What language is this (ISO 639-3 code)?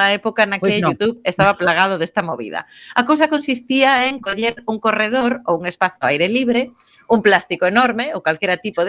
glg